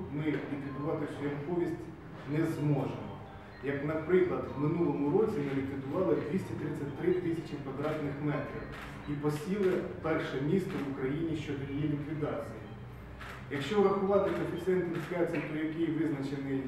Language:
Ukrainian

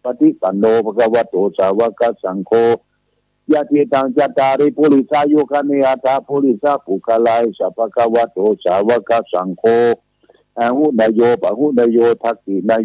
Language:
Pali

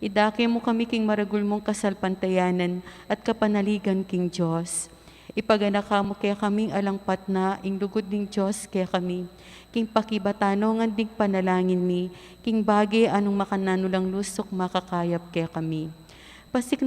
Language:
Pampanga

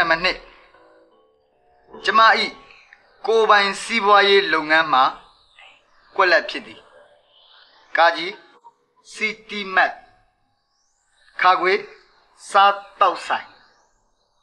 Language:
Burmese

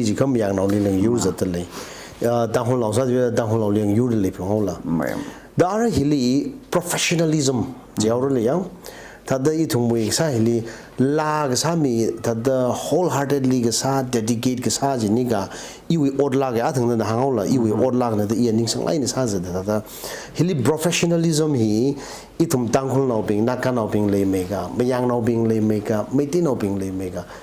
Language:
Tangkhul Naga (India)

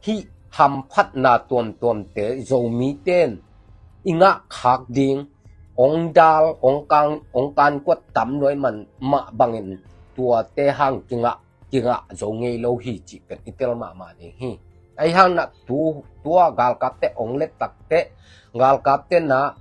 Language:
Tedim Chin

